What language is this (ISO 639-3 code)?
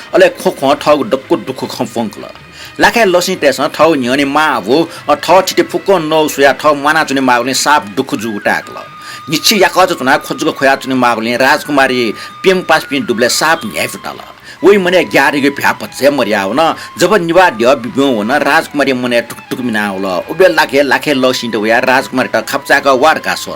new